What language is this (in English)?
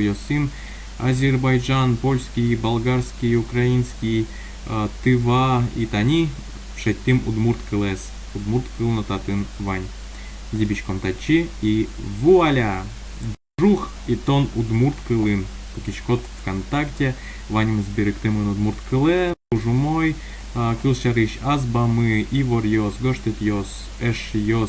Udmurt